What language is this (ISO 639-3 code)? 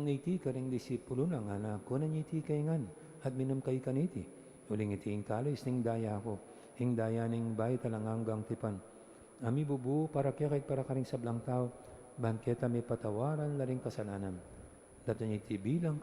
pam